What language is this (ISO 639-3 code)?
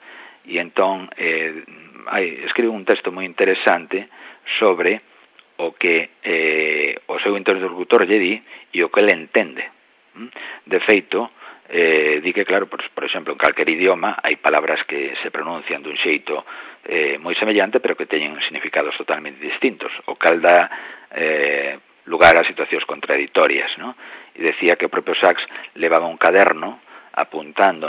glg